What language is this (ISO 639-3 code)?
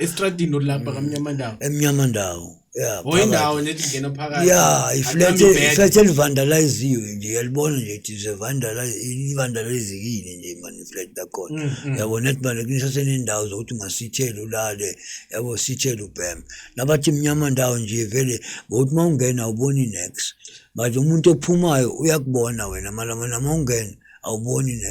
zul